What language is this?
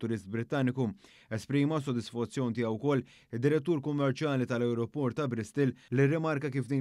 Maltese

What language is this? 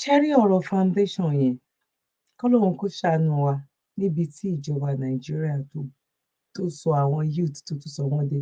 Yoruba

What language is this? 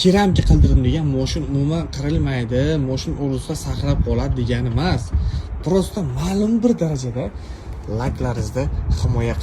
Uzbek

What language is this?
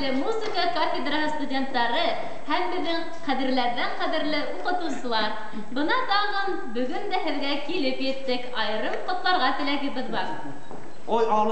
Bashkir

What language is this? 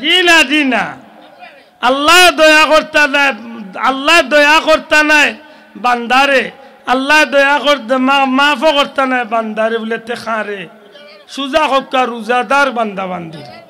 Sylheti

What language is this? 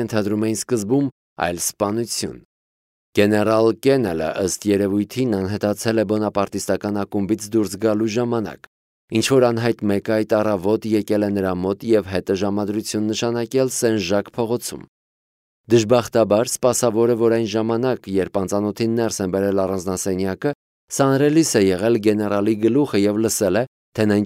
Armenian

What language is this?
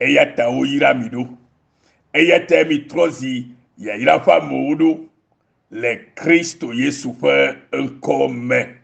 Ewe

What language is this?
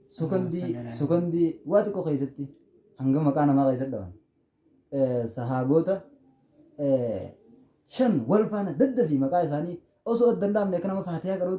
Oromo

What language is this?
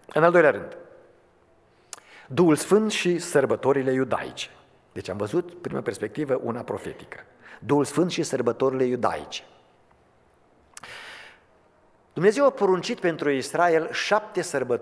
Romanian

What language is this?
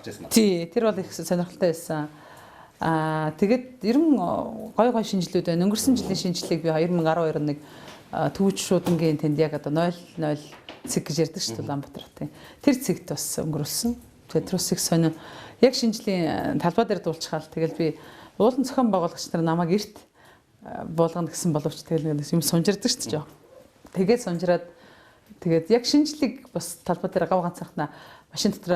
Mongolian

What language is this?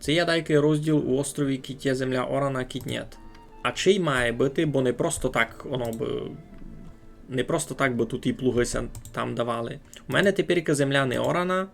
Rusyn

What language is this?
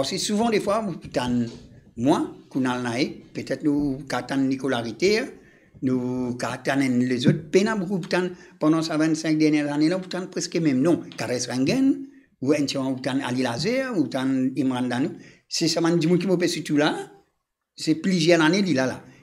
Morisyen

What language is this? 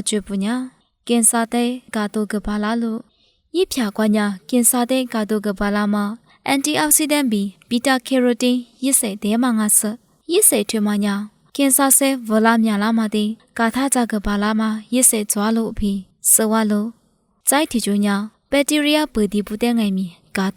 Lisu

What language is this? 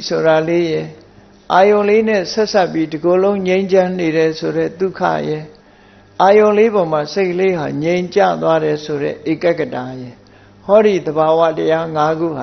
Burmese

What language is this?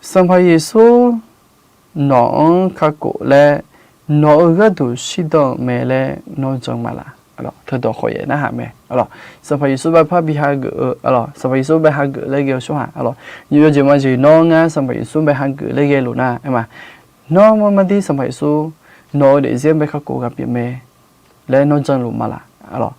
Akha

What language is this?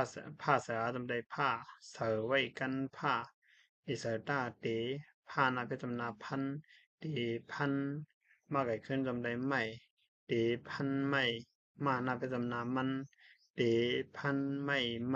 Shan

